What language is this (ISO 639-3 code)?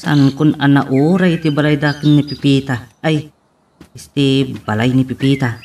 ilo